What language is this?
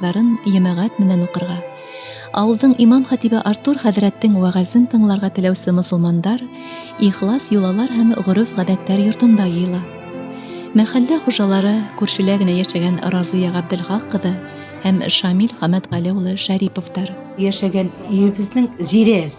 Bashkir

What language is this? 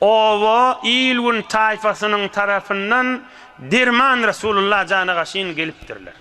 Turkmen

